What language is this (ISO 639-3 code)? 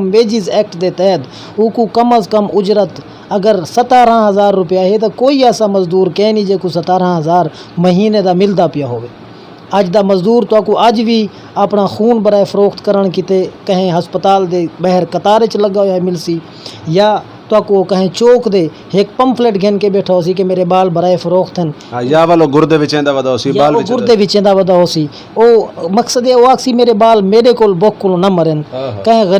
skr